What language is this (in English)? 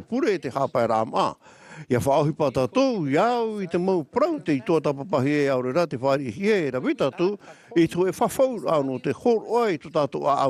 Tahitian